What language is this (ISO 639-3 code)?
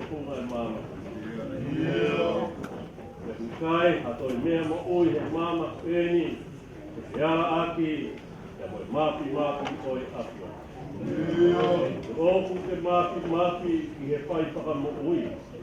ton